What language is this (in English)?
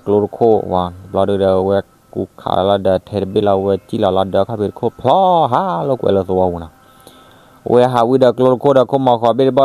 S'gaw Karen